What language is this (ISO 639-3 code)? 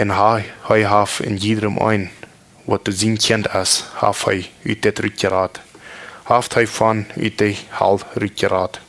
pdt